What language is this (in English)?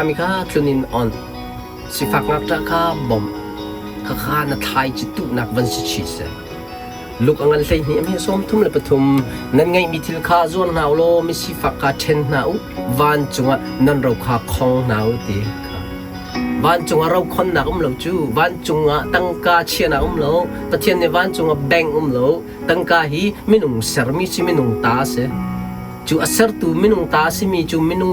Hakha Chin